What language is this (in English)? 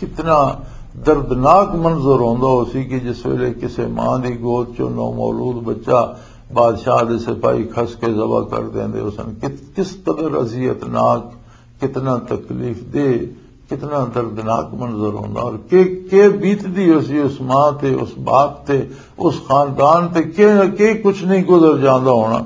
Western Panjabi